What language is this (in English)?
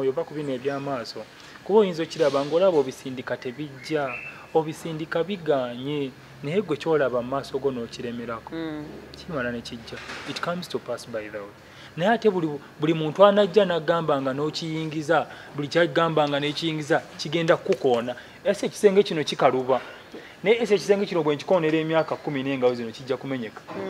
Ganda